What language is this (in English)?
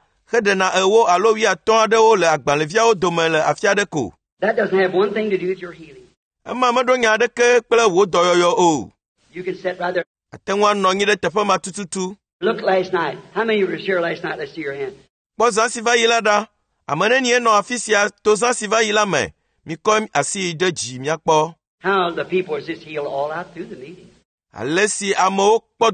Ewe